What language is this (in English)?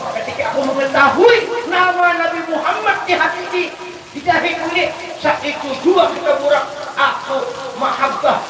Banjar